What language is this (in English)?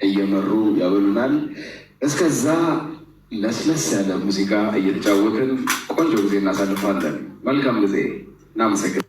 Amharic